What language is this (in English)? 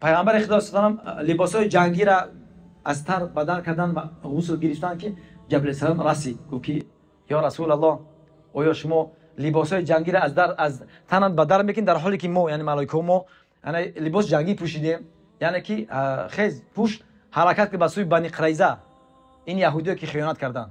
Tajik